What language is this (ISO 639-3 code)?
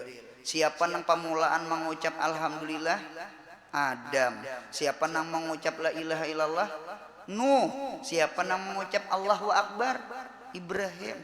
bjn